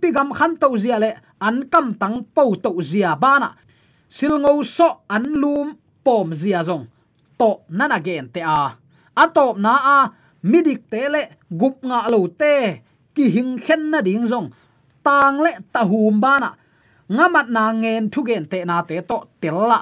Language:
Tedim Chin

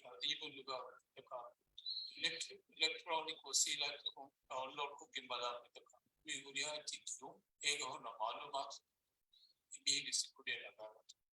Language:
Divehi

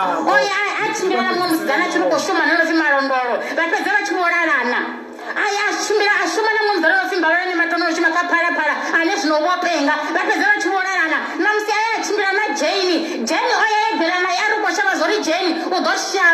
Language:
Venda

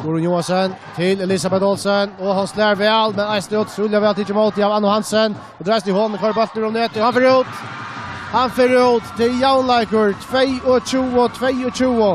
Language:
Faroese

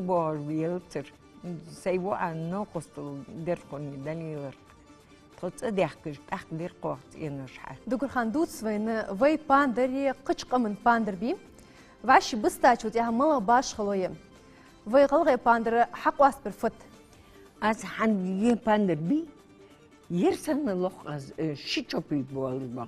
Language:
Ingush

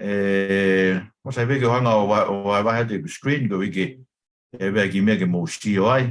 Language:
Tongan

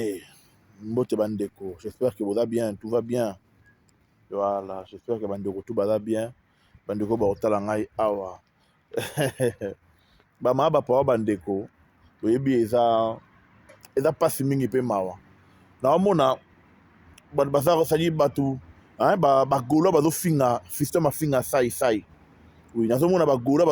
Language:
Lingala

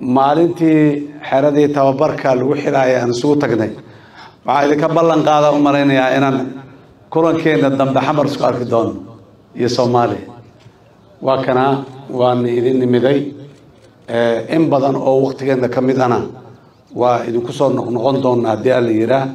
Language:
Somali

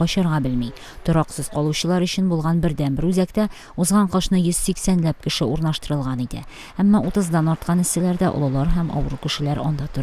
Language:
Tatar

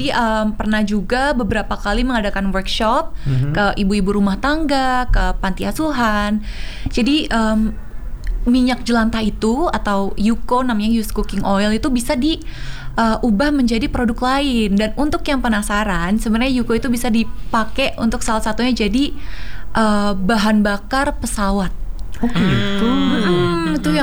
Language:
Indonesian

